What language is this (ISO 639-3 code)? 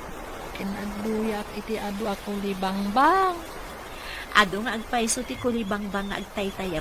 ilo